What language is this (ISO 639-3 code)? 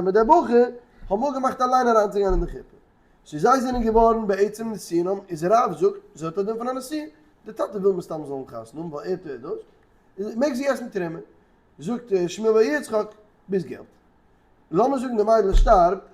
yid